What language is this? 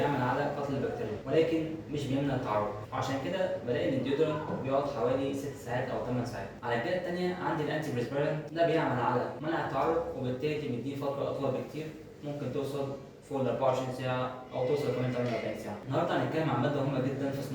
Egyptian Arabic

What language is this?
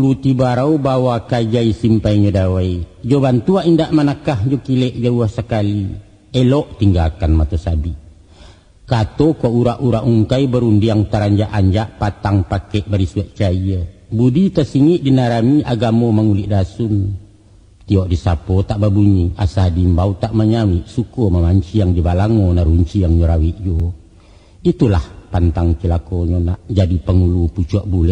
Minangkabau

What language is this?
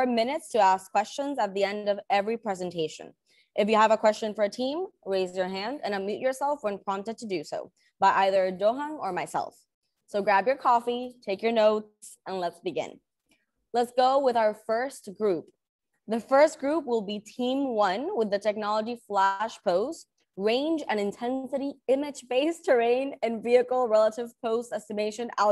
English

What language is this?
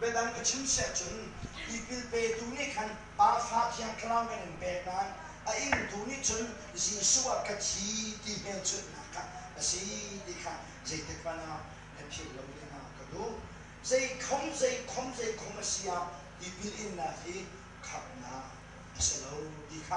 Hakha Chin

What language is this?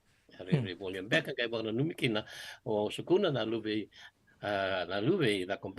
Fijian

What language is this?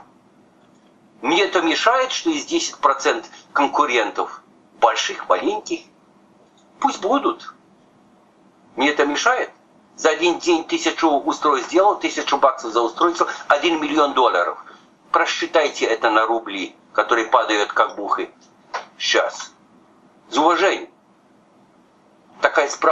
Russian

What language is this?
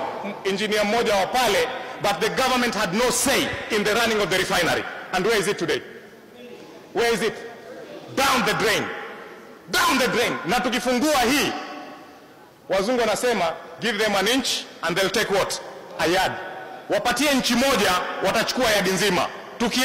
Swahili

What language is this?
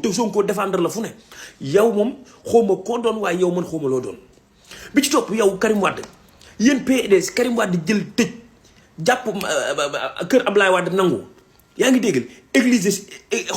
Wolof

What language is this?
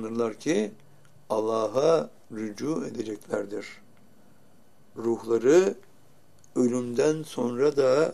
Turkish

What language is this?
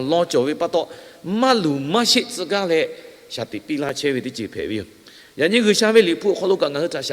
Lahu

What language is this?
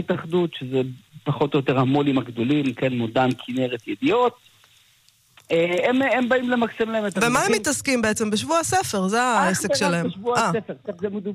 Hebrew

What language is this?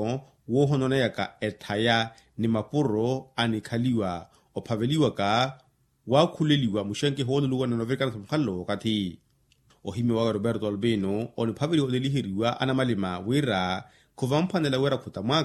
Makhuwa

